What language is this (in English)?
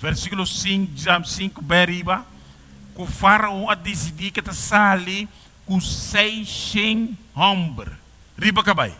Papiamento